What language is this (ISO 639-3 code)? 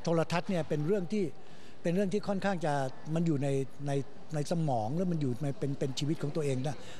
tha